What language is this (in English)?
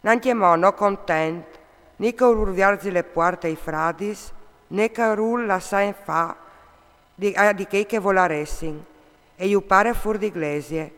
Friulian